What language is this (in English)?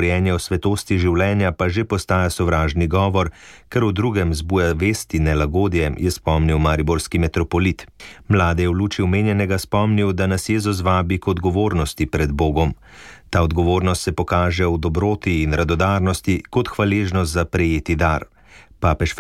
Slovenian